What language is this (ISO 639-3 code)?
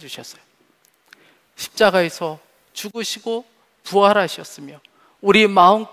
kor